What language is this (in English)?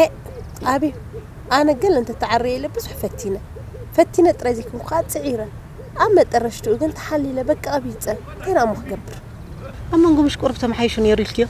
Tigrinya